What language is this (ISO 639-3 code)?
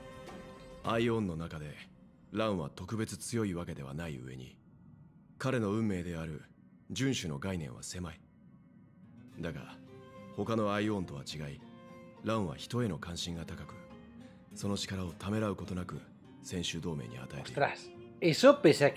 jpn